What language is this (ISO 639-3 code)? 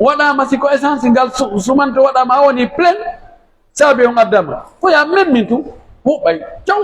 fuf